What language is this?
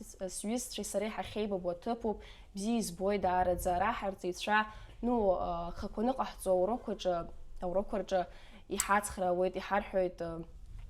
Abkhazian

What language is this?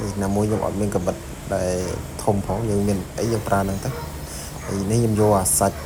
Khmer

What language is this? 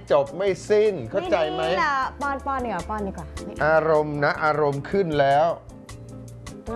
Thai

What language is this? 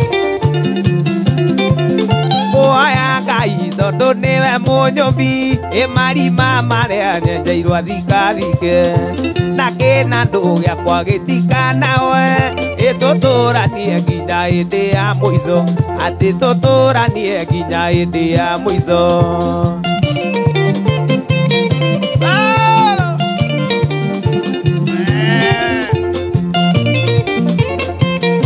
Kikuyu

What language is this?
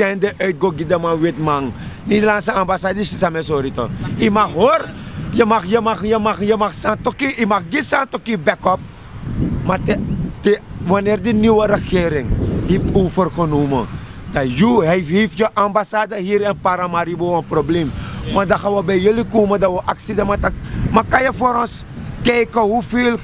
Sranan Tongo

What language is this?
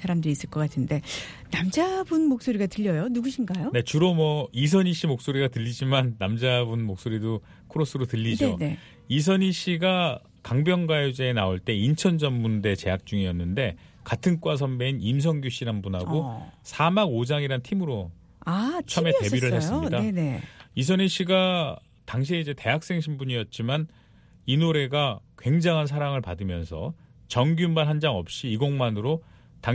Korean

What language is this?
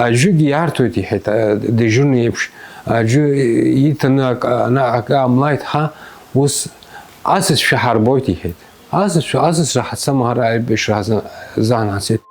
Abkhazian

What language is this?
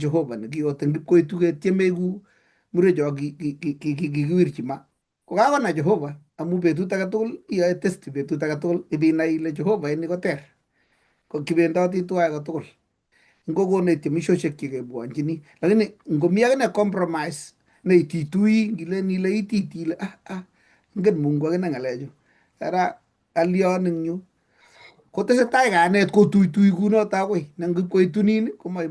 Kalenjin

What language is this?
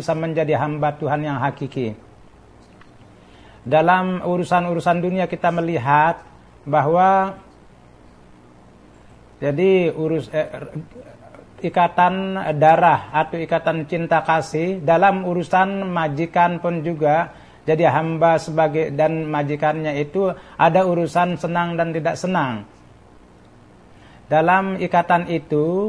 Indonesian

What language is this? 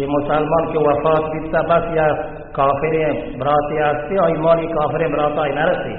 Baluchi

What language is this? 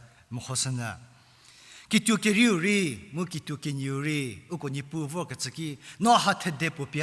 Angami Naga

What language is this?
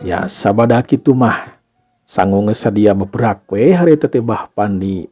Sundanese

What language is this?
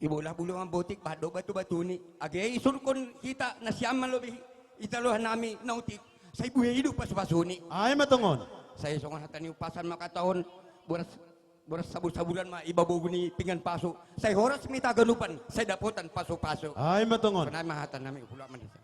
Batak Simalungun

